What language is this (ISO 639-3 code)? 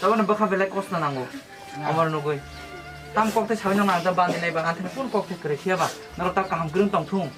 trp